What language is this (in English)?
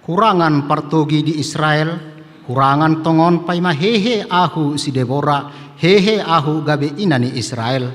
Batak Toba